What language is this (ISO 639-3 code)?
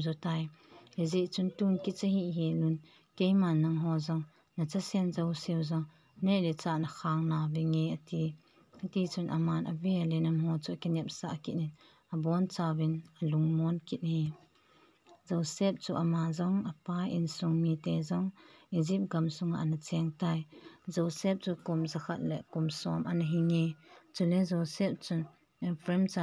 tcz